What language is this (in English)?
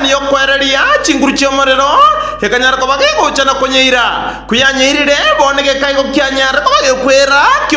Gusii